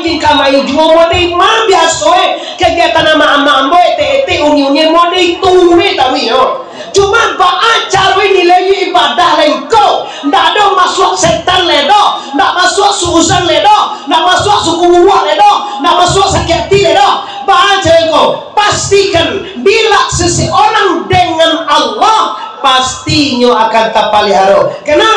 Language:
Minangkabau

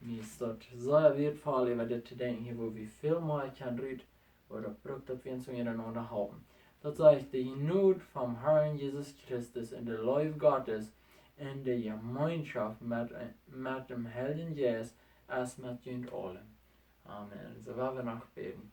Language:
Plautdietsch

